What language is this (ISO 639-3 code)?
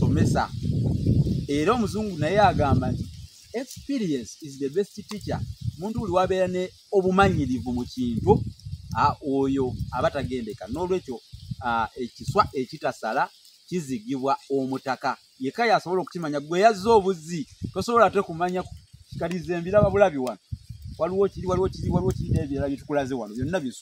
lug